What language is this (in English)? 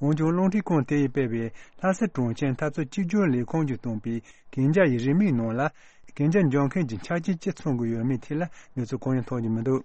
Tibetan